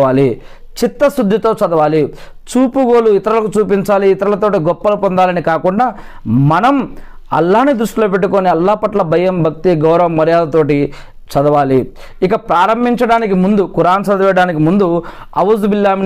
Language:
Telugu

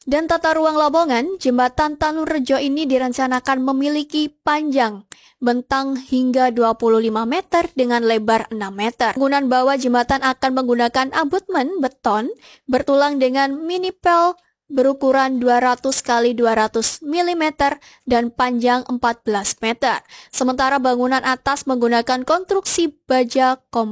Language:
Indonesian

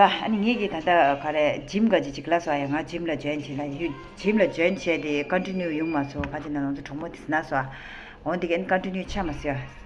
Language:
Tibetan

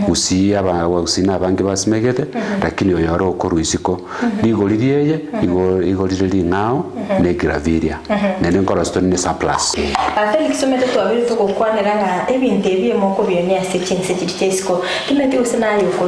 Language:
Gusii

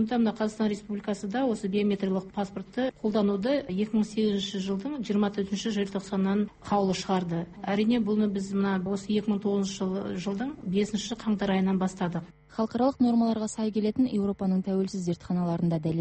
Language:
Kazakh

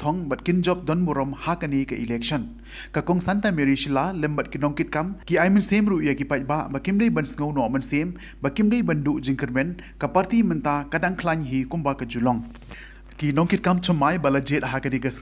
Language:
Khasi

